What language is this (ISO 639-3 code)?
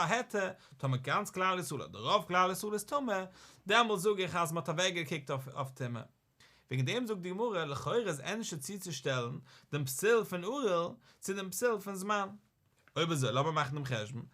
yid